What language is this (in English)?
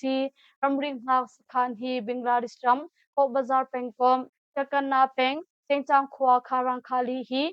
Hakha Chin